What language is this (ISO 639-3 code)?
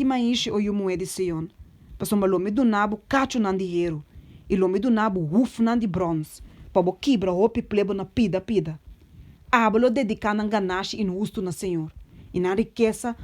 pap